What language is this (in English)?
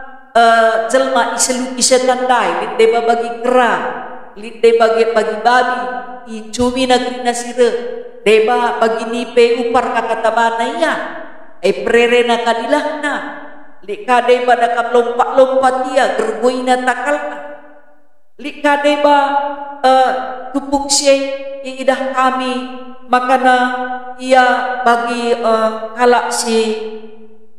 Batak Karo